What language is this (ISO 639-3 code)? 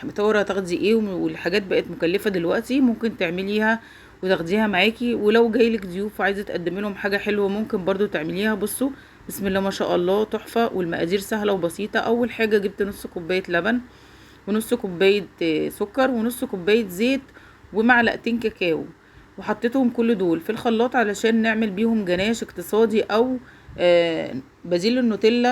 arz